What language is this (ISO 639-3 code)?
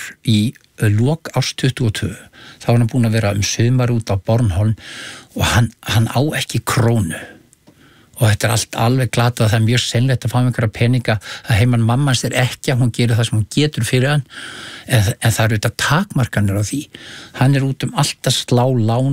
isl